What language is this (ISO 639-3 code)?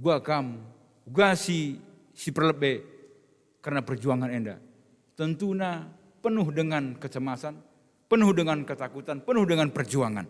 btx